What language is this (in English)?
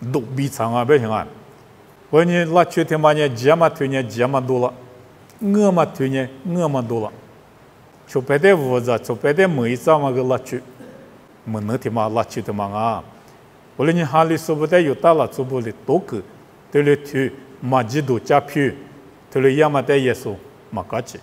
Lisu